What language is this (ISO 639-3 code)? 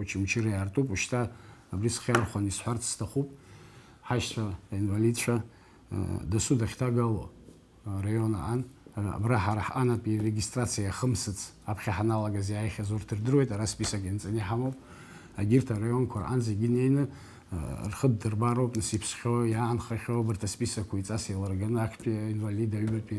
abk